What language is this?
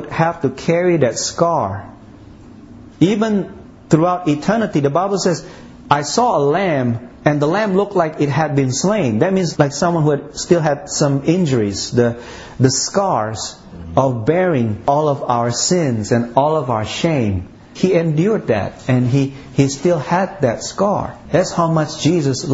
English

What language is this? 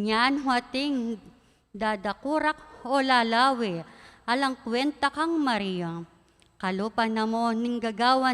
Pampanga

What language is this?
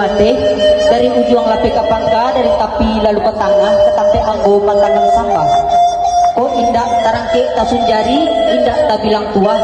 Minangkabau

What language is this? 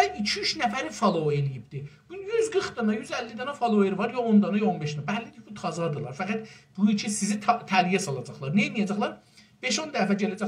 South Azerbaijani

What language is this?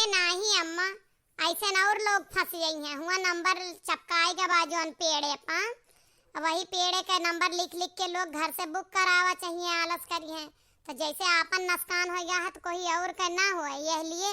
Awadhi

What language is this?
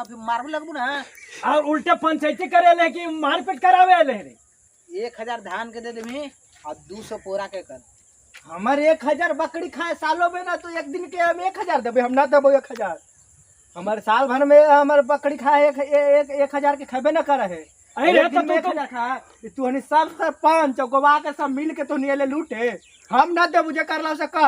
Magahi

